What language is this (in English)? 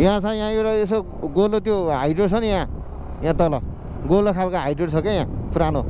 Nepali